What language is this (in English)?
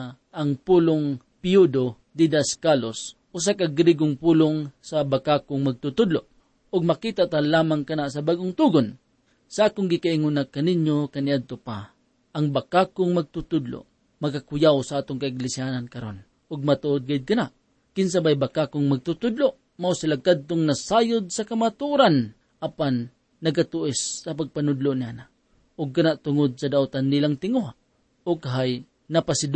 Cebuano